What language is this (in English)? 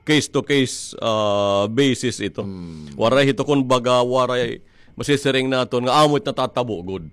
Waray